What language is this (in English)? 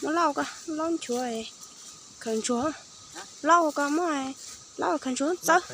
Hmong